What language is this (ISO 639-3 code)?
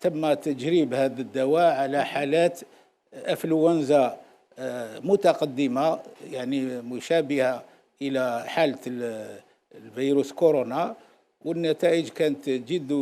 arq